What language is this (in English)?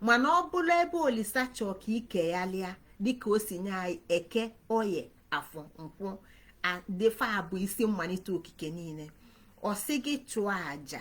Igbo